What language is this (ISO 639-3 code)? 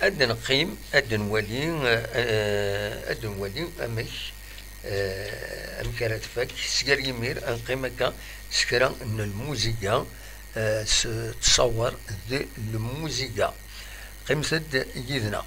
kab